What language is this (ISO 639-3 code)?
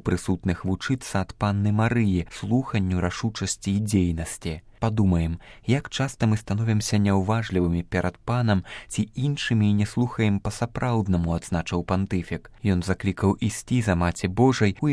bel